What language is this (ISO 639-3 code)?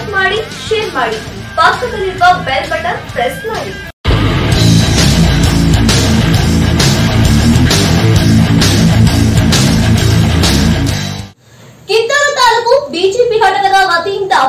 kan